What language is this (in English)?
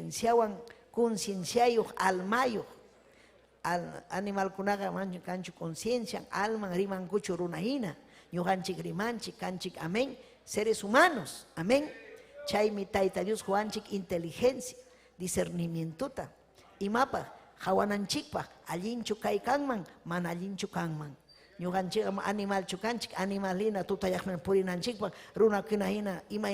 Ayacucho Quechua